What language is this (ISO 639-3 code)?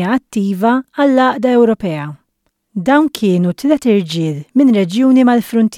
mlt